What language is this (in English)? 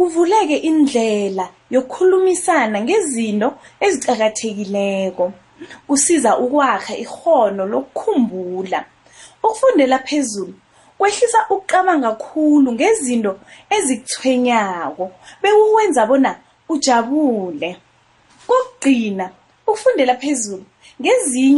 South Ndebele